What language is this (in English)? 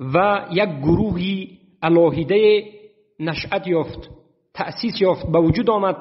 Tajik